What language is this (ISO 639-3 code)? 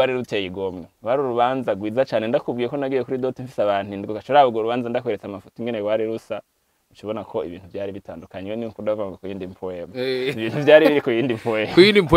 run